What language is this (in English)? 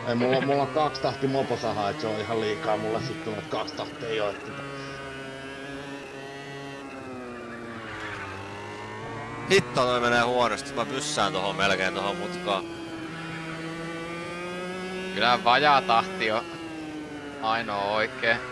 Finnish